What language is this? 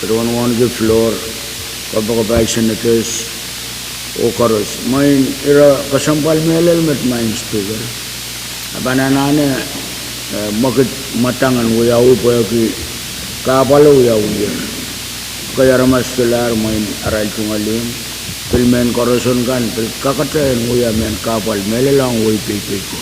Pohnpeian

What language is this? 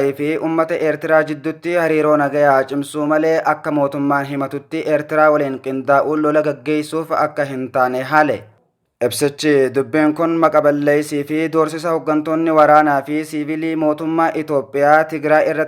Oromo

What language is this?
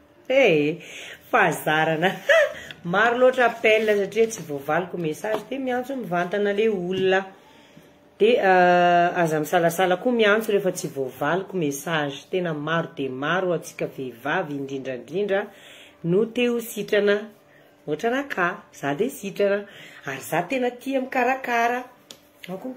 Malagasy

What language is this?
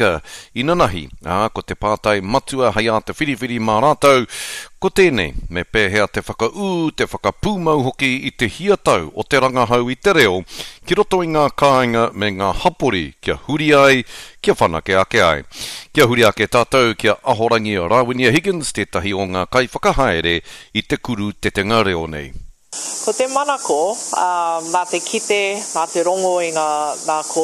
Māori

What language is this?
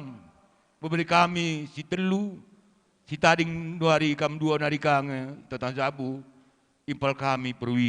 Batak Karo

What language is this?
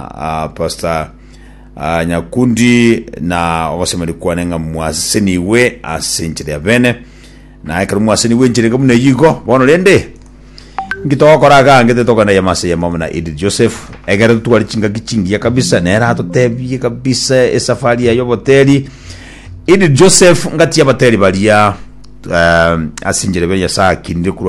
Gusii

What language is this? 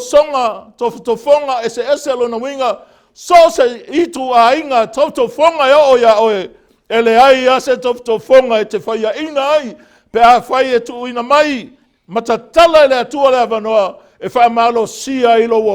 Samoan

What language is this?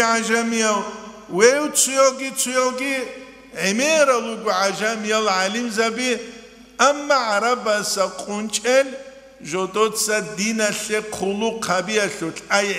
Avaric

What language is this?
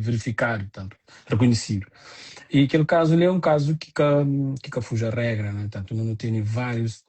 Kabuverdianu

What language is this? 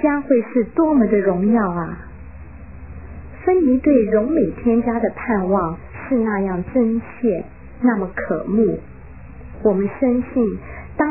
Chinese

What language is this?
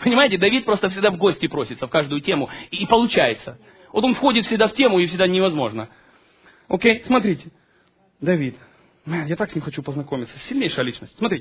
Russian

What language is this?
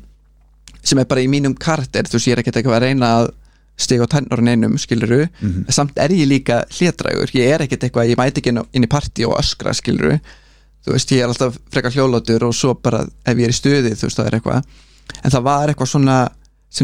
Icelandic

